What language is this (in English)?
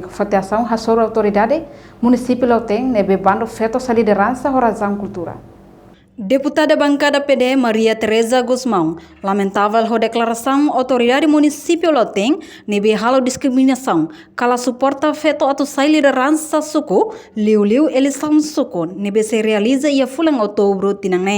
Tetum